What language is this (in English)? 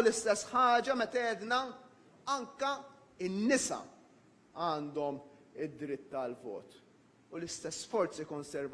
Maltese